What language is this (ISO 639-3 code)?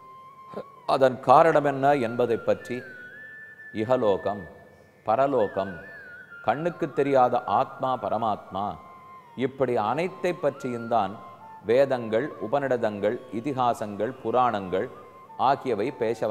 tam